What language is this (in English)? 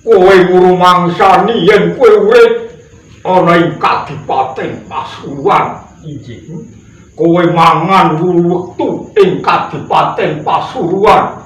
Javanese